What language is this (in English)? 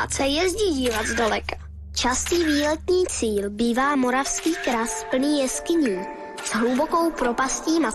Czech